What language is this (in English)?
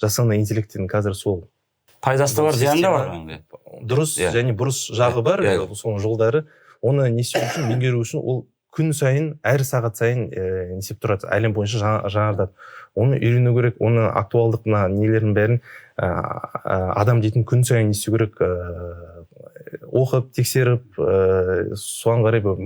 Kazakh